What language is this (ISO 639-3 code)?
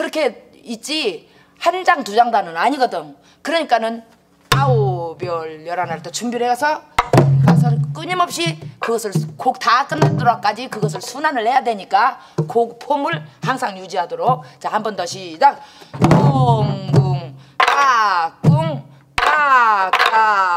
kor